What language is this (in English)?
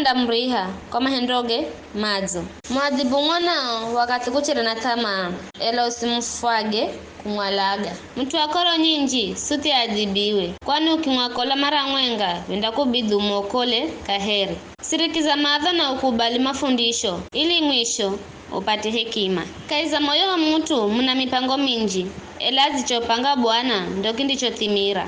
Giryama